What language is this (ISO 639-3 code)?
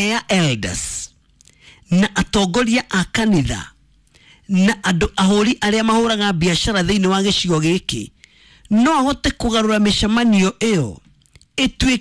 kik